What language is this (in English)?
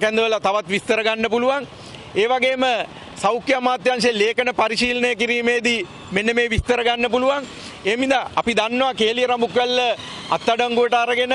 Sinhala